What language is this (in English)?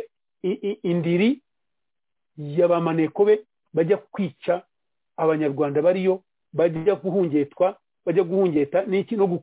Kinyarwanda